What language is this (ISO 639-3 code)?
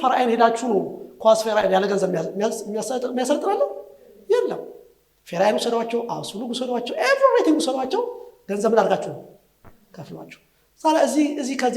amh